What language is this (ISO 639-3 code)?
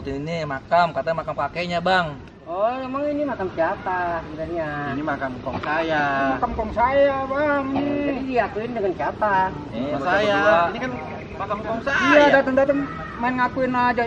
bew